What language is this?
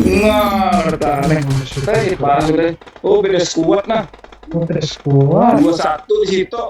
Banjar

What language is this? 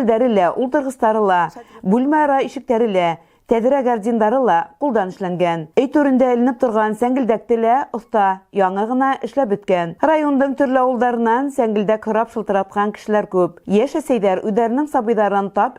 Bashkir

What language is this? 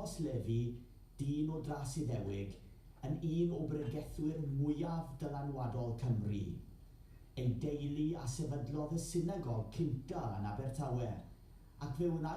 Welsh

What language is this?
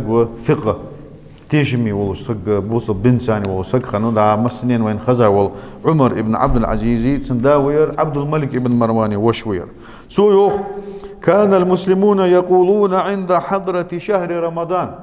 Ingush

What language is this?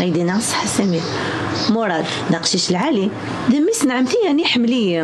Kabyle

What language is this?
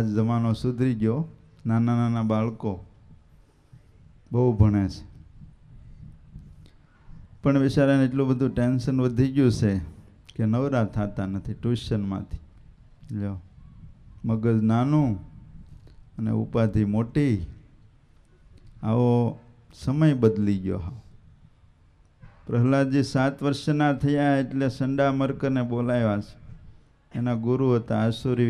Gujarati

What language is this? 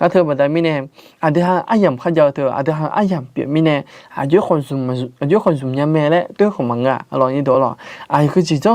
Akha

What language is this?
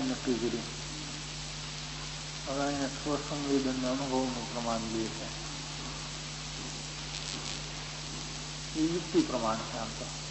Gujarati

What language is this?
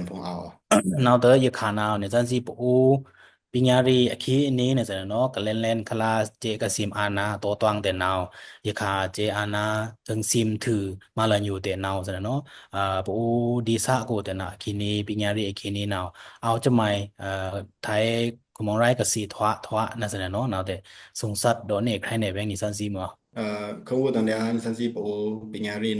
Pa'o Karen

